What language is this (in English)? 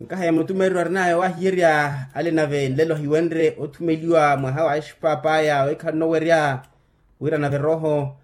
Makhuwa